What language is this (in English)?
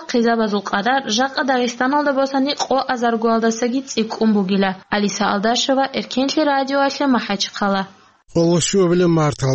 Avaric